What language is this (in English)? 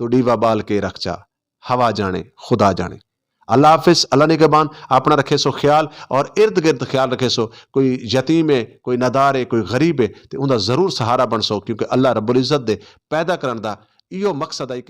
Saraiki